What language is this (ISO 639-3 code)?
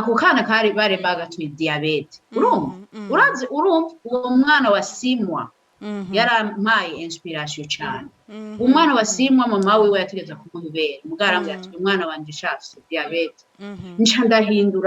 run